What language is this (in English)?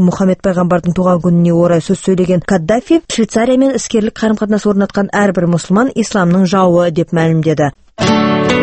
Kazakh